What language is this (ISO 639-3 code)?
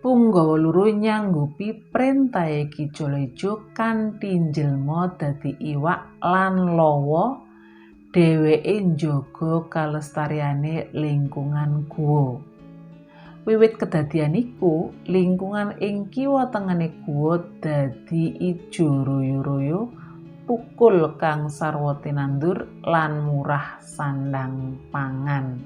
jav